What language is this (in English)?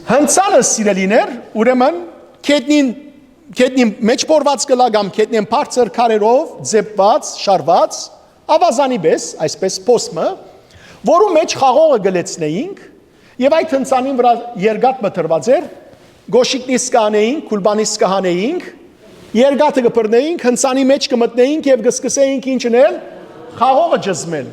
Western Armenian